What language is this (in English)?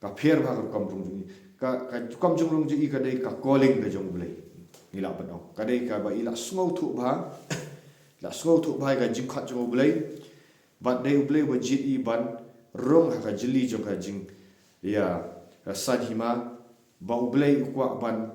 Khasi